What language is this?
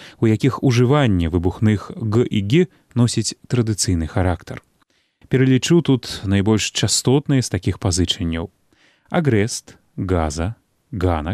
Belarusian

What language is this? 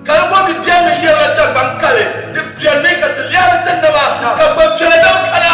Dagbani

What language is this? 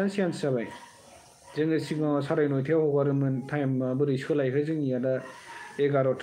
Bodo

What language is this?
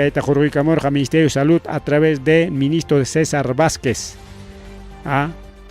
Ayacucho Quechua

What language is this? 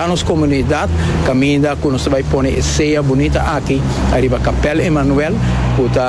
Papiamento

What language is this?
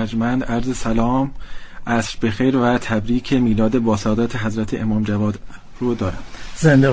Persian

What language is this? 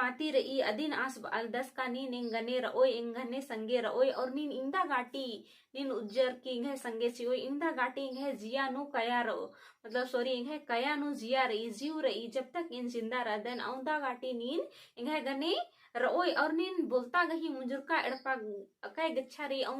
Kurukh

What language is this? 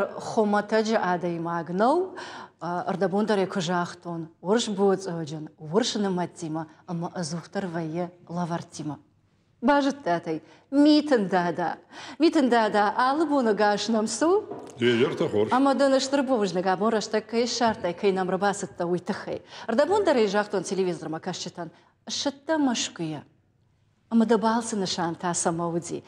Ossetic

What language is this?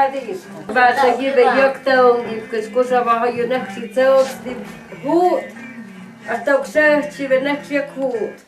Totontepec Mixe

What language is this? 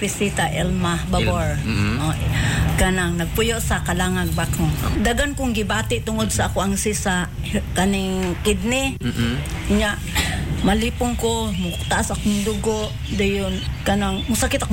Cebuano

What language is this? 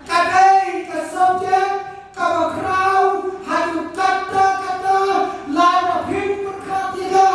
Khasi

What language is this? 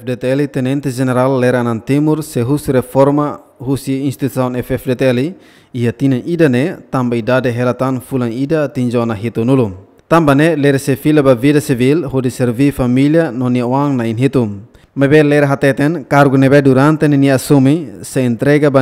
Tetum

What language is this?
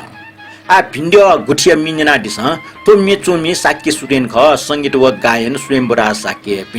Newari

